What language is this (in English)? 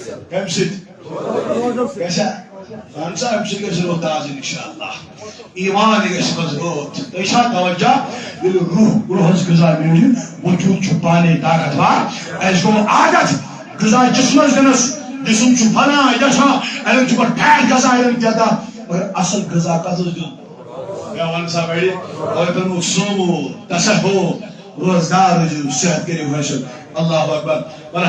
Kashmiri